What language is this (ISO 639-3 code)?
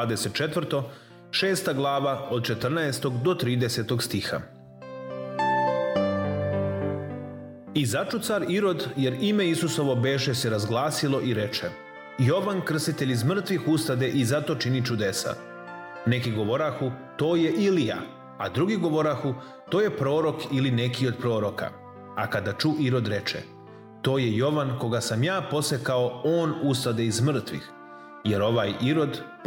srp